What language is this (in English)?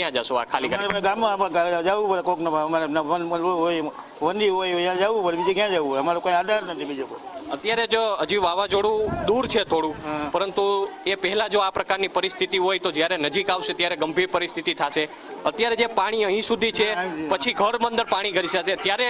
Gujarati